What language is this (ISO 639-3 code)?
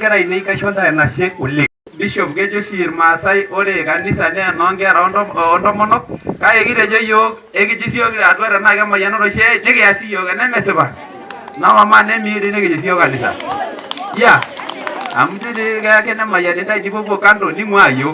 mas